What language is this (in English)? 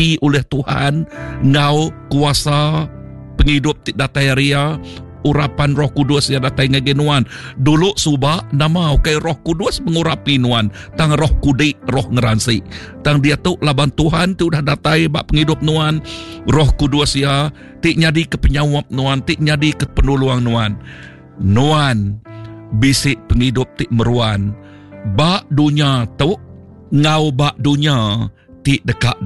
Iban